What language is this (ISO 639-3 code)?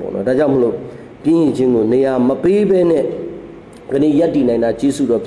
mya